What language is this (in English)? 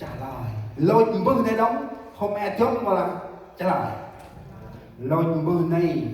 Central Mnong